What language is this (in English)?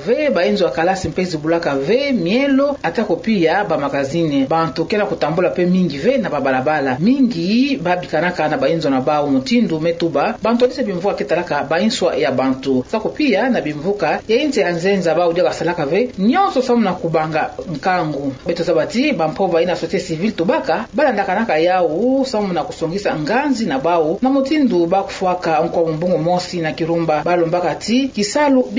Kituba (Democratic Republic of Congo)